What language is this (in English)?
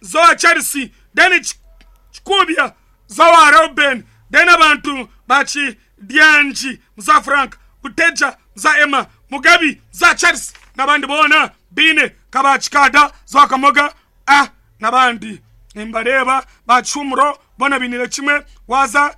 Nyankole